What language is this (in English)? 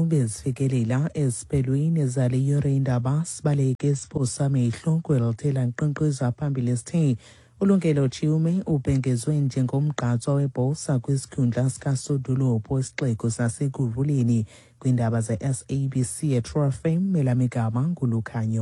Xhosa